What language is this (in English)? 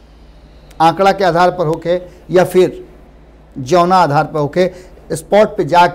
Bhojpuri